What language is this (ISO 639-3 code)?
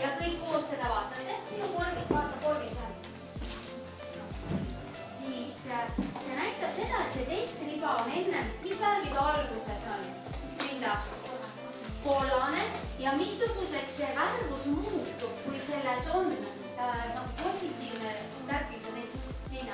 est